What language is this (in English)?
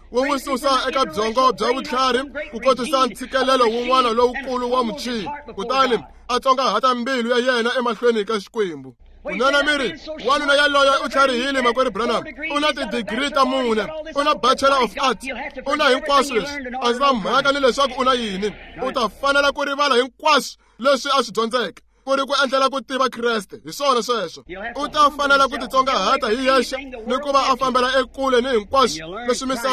Tsonga